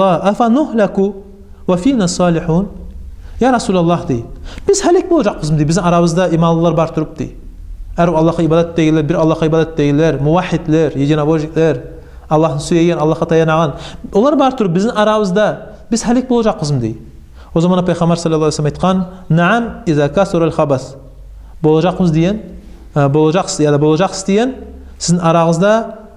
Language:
Kumyk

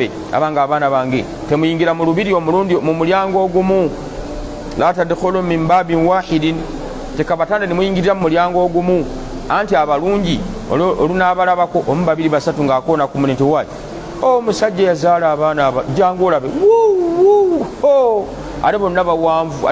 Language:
Ganda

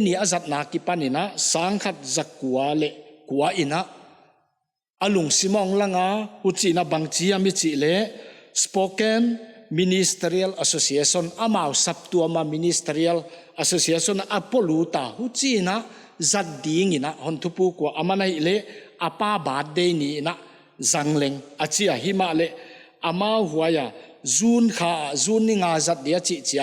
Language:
Paite Chin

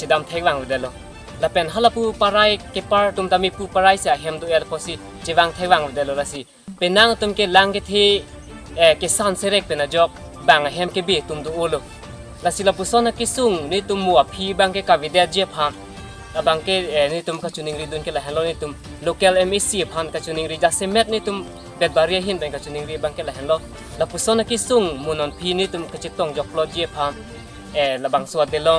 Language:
Karbi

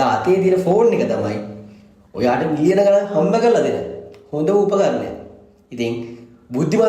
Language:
Sinhala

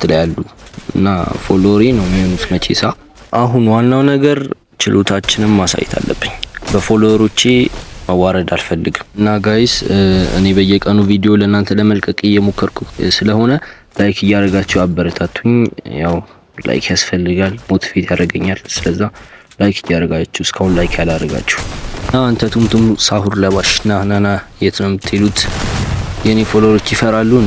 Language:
Amharic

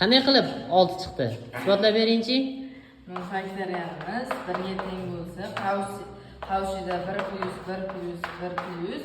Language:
Uzbek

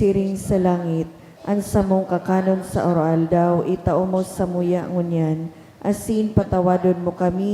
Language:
Bikol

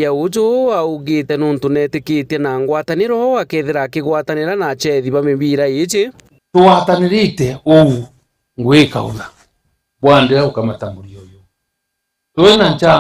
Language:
Meru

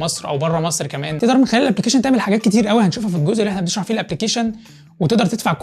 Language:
Egyptian Arabic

